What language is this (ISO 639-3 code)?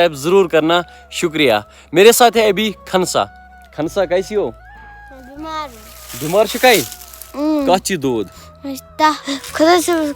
kas